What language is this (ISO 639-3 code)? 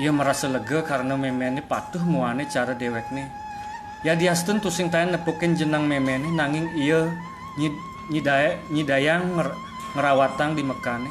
ban